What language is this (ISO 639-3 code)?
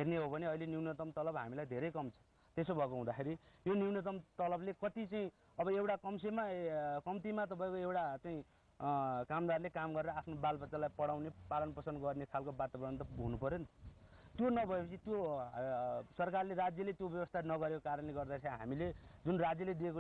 nep